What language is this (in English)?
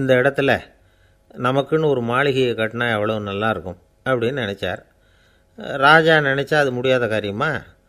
Tamil